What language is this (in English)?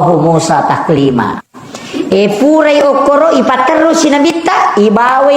Buginese